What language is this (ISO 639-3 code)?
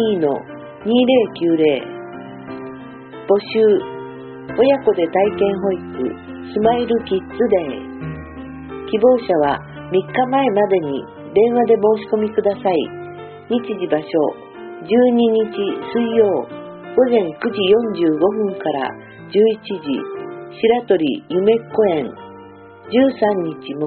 jpn